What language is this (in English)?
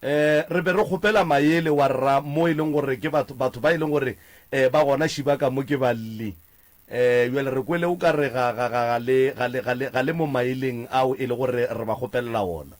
Northern Sotho